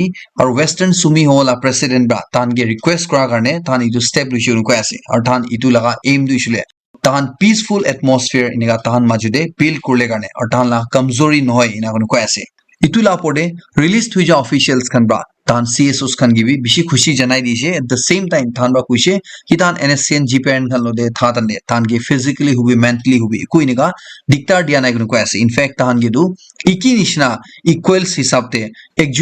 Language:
Naga Pidgin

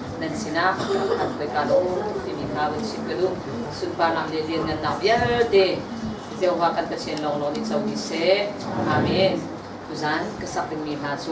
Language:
Hakha Chin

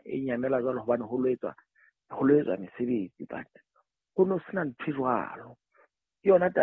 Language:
Southern Sotho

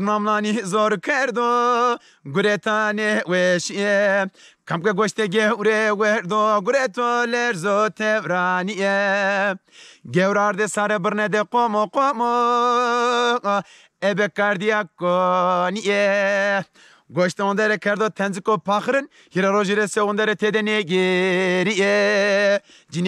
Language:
Zaza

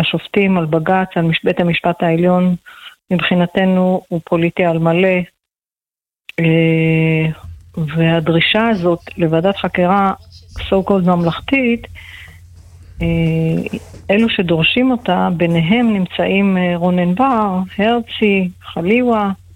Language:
Hebrew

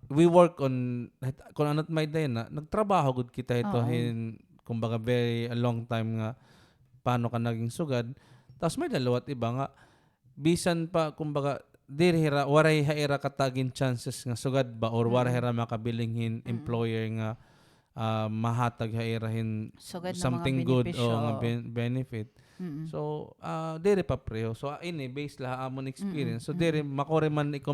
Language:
Waray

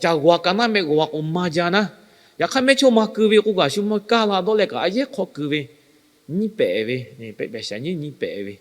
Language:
Lahu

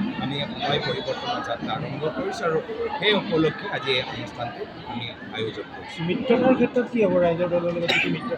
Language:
Assamese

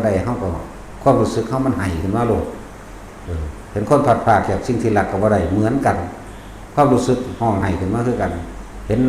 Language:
Northeastern Thai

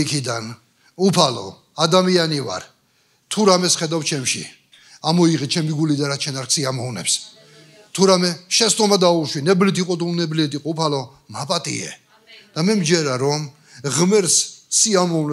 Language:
Georgian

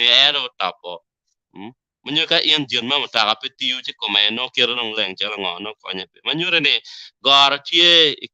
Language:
Acoli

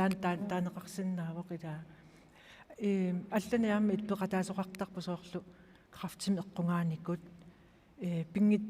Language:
Kalaallisut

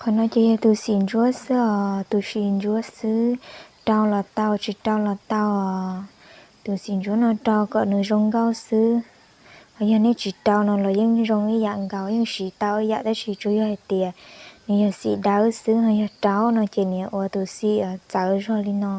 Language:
Hmong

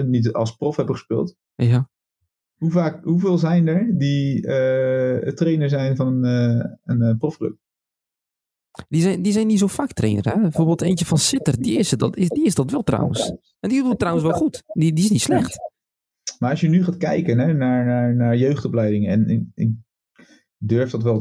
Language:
Dutch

